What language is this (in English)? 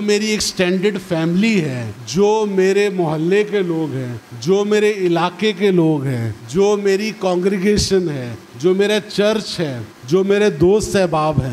Urdu